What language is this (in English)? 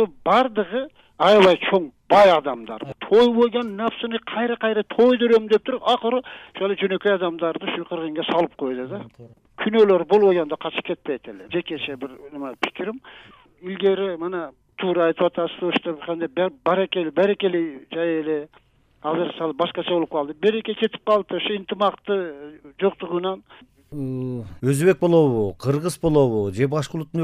Kyrgyz